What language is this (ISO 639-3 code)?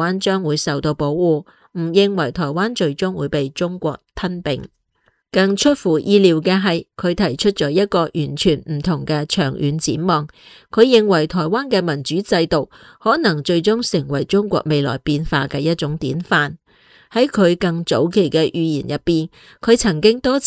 yue